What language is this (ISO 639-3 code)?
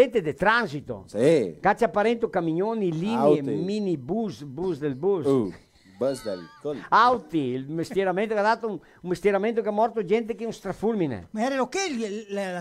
vec